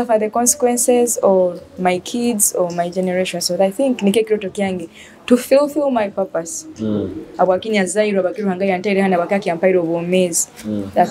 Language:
Nyoro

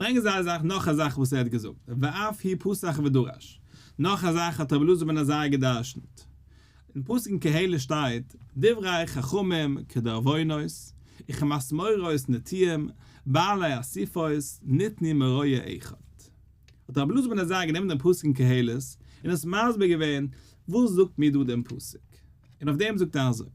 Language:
Yiddish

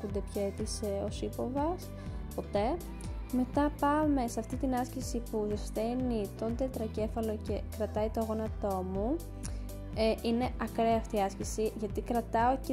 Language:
Greek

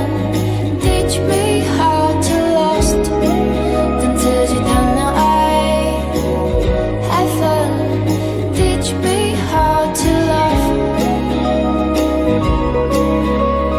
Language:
Chinese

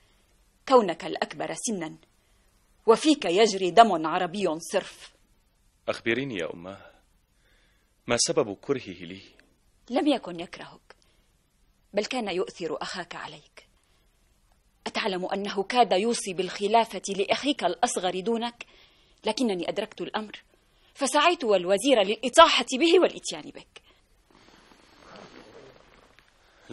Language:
Arabic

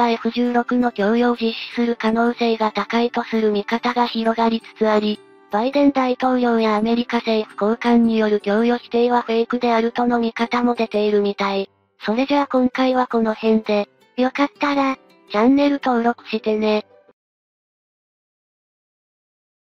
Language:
Japanese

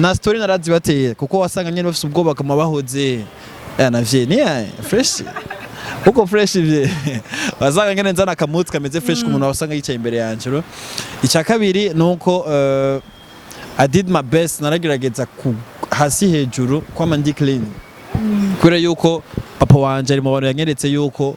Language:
Rundi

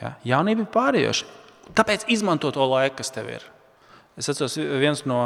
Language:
Latvian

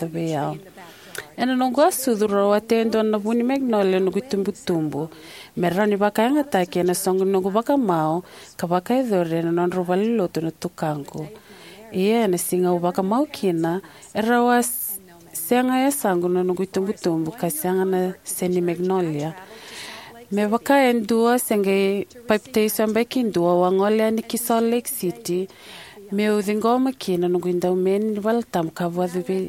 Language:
Fijian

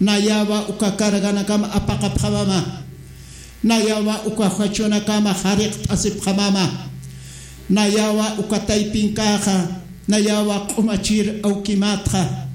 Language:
Aymara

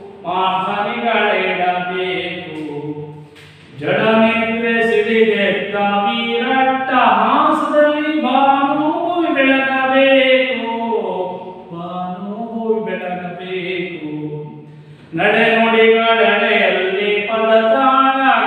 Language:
Kannada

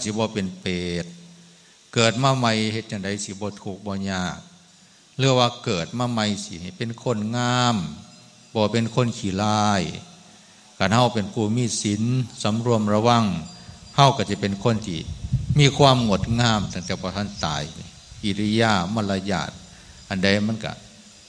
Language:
Northeastern Thai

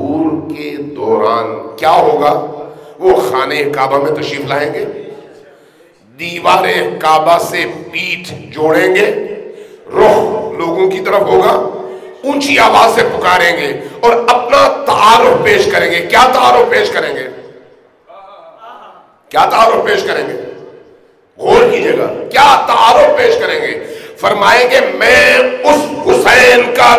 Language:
Urdu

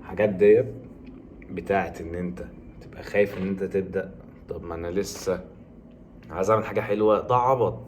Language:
Egyptian Arabic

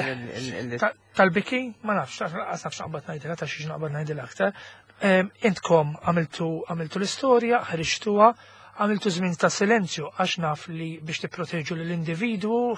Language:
Maltese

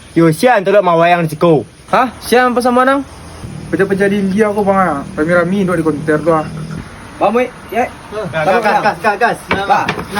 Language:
Minangkabau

